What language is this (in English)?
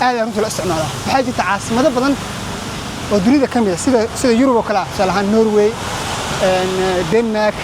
Somali